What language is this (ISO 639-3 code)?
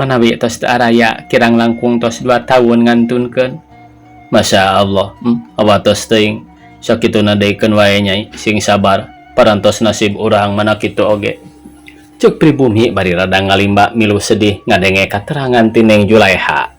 sun